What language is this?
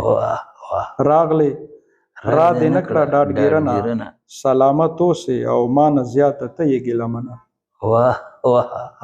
Pashto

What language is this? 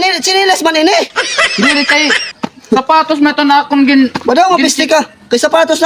Waray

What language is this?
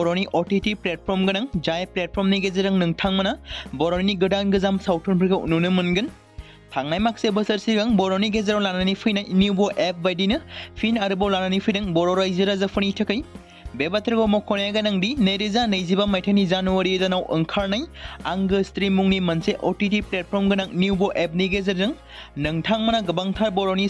Bodo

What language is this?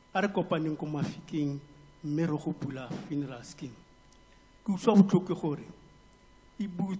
Tswana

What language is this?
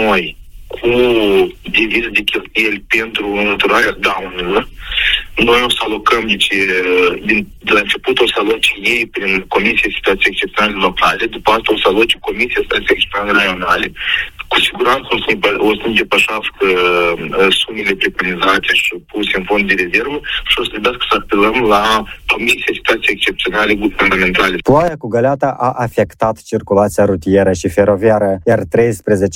Romanian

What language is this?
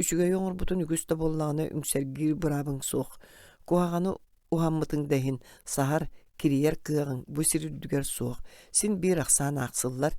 Yakut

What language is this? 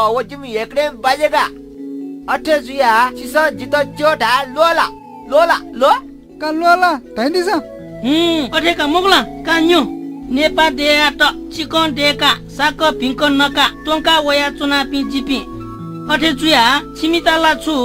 Newari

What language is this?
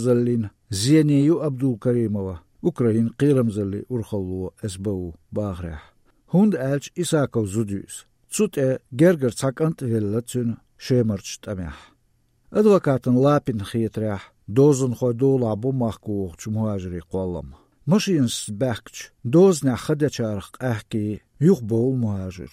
Belarusian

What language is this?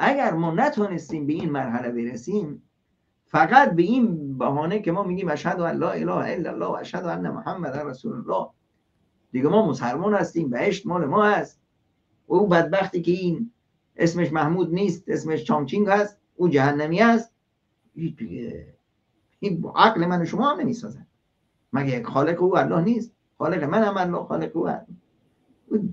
Tajik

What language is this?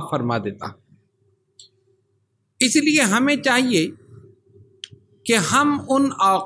Urdu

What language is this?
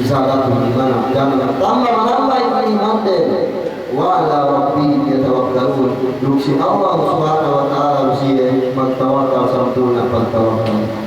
Yakan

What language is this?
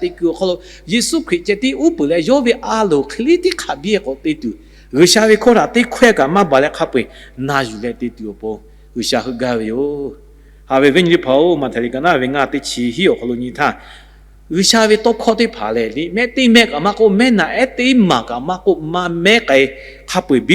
Lahu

